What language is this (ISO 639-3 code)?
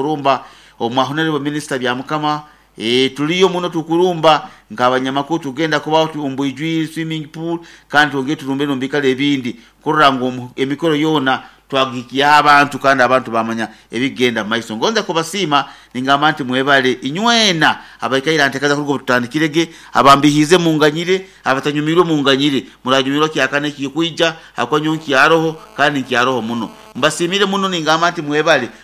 nyo